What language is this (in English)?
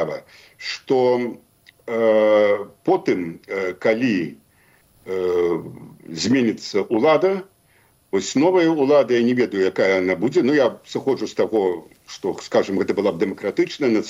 Belarusian